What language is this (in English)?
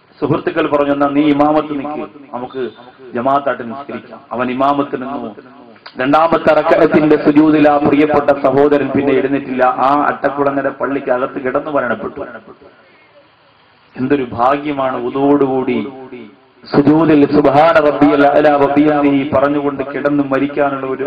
Malayalam